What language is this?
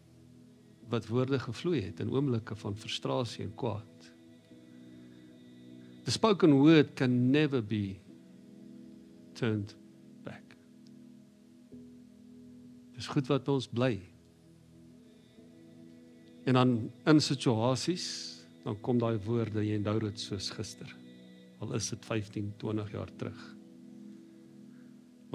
Afrikaans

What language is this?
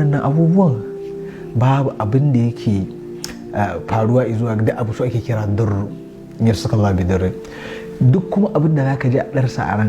Hausa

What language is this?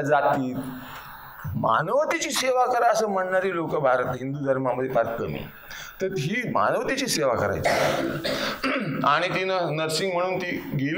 Marathi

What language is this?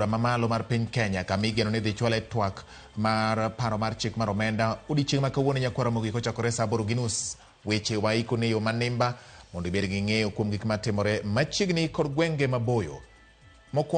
Luo (Kenya and Tanzania)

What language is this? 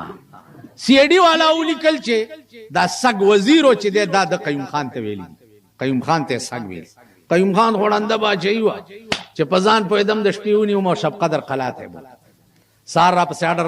Pashto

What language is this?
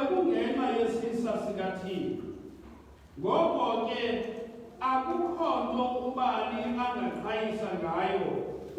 Xhosa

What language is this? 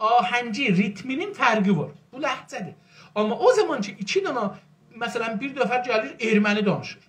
South Azerbaijani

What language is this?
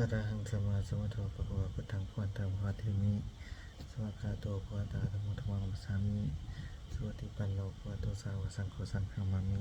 Pali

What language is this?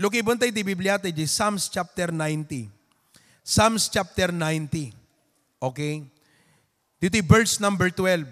Iloko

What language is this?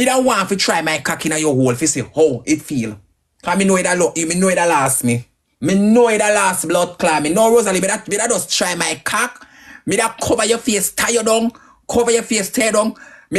Jamaican Creole English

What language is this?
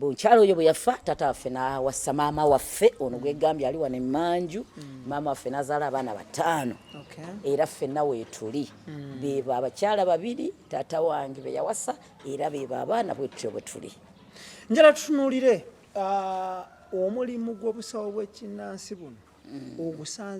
Ganda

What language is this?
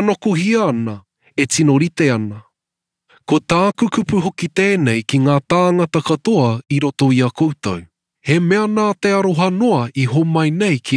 Māori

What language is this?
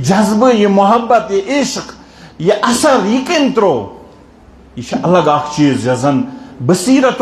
Kashmiri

